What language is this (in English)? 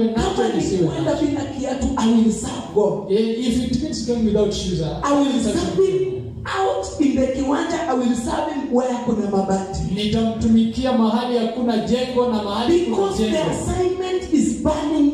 Swahili